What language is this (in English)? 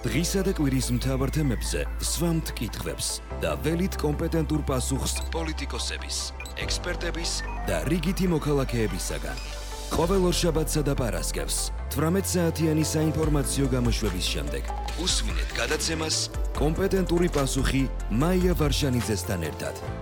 Georgian